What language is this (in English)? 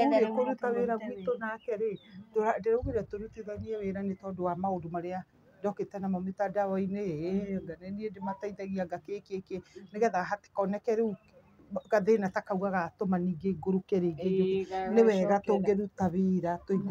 Kikuyu